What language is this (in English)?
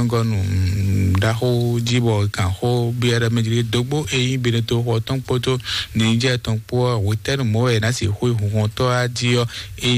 Fon